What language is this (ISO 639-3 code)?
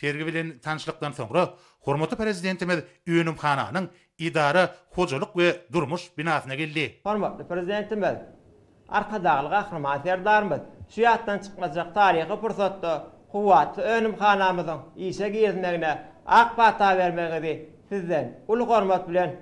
tuk